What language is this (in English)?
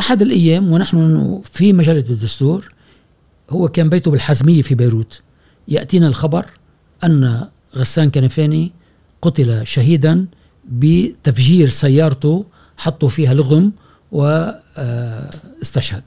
Gulf Arabic